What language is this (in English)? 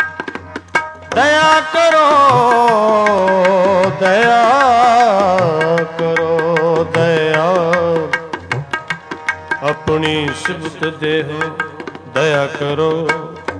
Punjabi